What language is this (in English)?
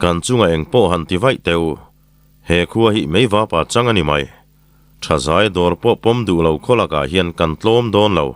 Mizo